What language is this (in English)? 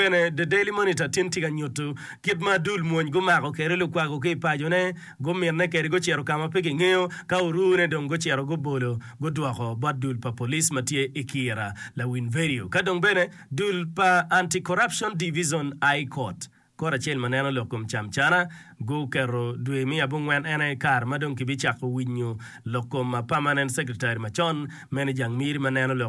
Acoli